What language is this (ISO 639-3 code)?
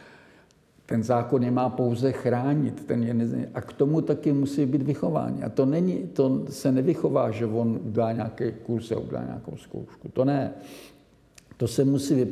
ces